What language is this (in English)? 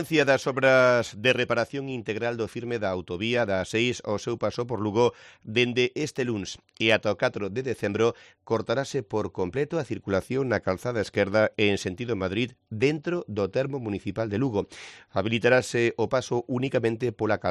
Galician